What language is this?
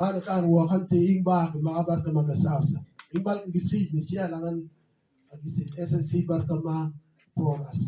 Mabaan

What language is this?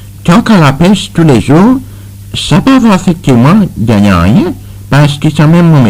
Seselwa Creole French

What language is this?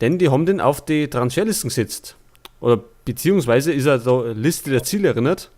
Bavarian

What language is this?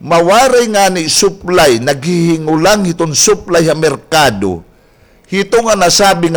Waray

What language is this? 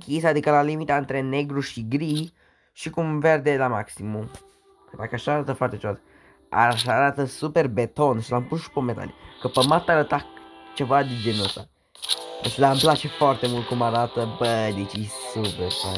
Romanian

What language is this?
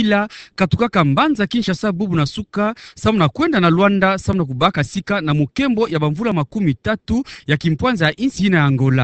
Kituba (Democratic Republic of Congo)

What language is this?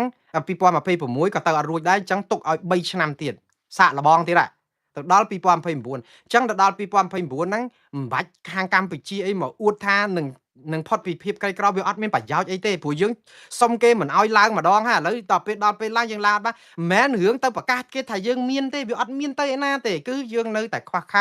Khmer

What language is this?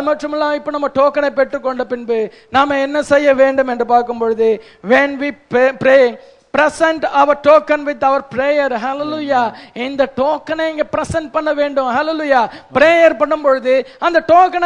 Tamil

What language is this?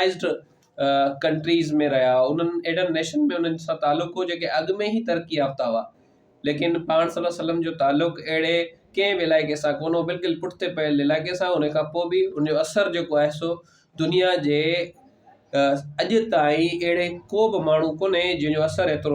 Sindhi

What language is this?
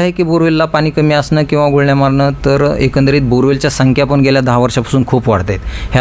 Marathi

